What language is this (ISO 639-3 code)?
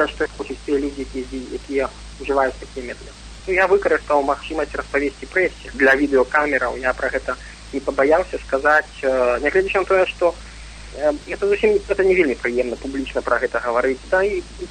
bel